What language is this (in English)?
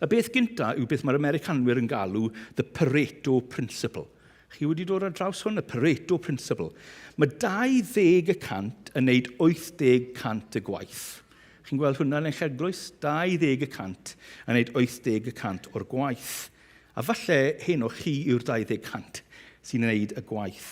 Welsh